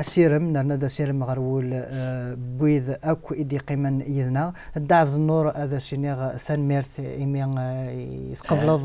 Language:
Kabyle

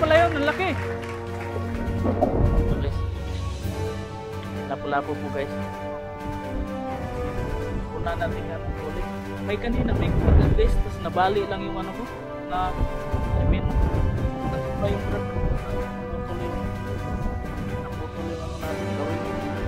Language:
Filipino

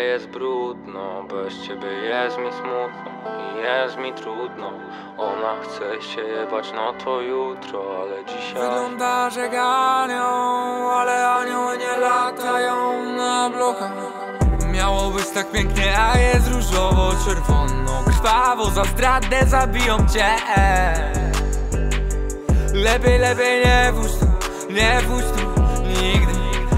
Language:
Polish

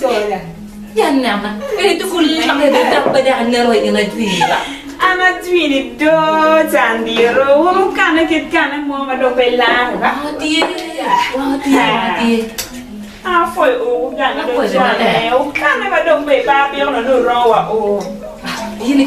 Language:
Acoli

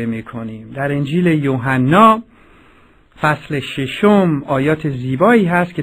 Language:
Persian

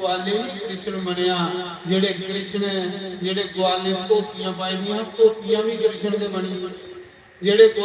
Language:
Dogri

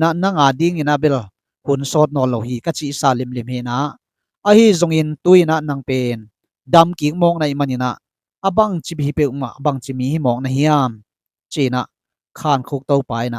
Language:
Tedim Chin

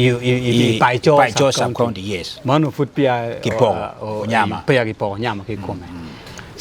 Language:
Acoli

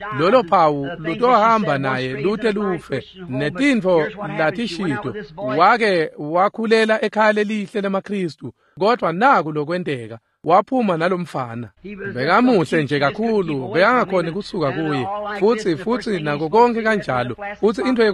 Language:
Swati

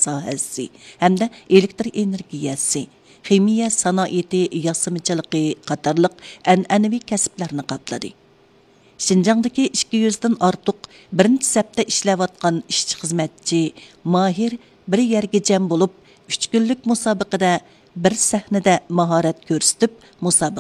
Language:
Uyghur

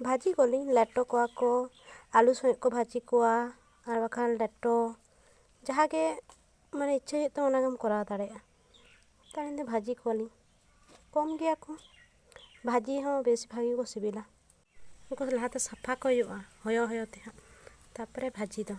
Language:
Santali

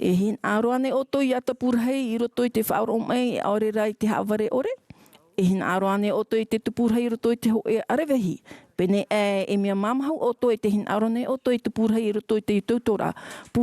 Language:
Tahitian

